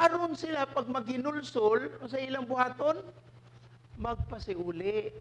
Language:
Cebuano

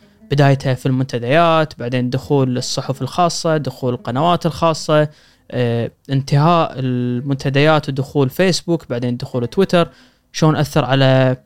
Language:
Gulf Arabic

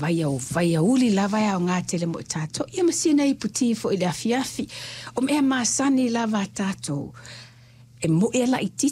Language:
Samoan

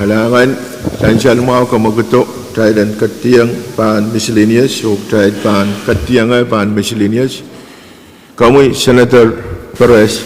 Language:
Pohnpeian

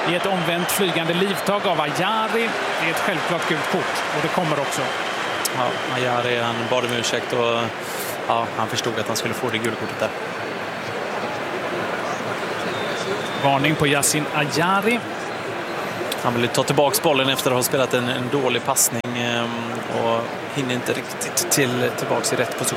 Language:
Swedish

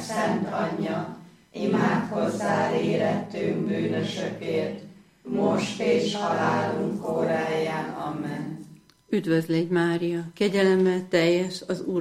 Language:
Hungarian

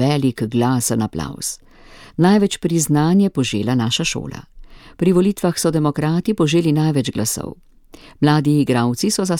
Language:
Slovenian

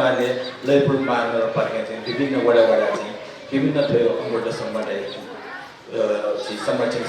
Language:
Newari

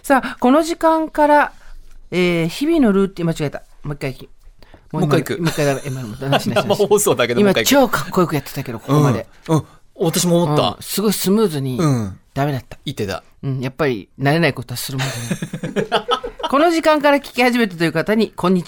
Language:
Japanese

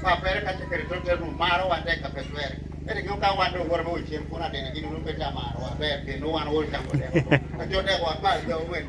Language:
Lango (Uganda)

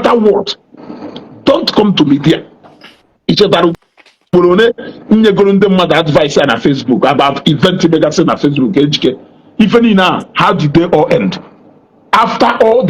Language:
Igbo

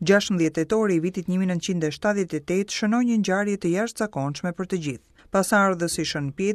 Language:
Albanian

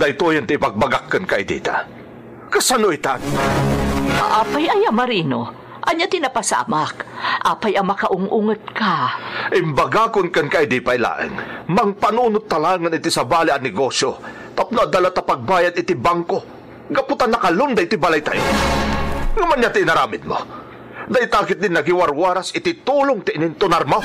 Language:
Iloko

